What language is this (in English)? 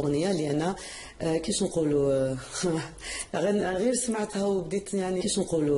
Algerian Arabic